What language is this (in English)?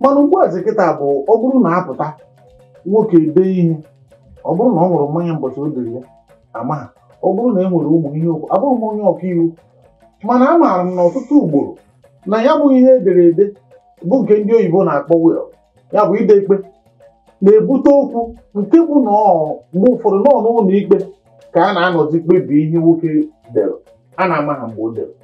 Igbo